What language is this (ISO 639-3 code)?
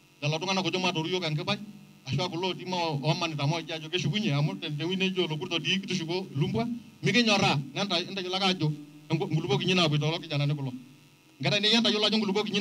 mas